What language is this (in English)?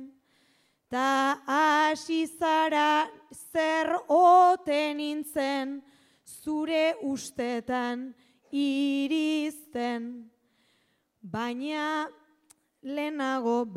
Basque